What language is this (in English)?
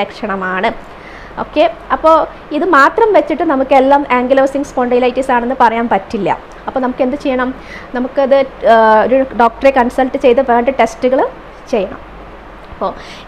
Malayalam